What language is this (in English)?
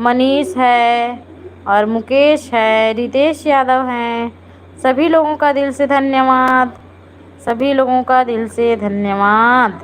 Chhattisgarhi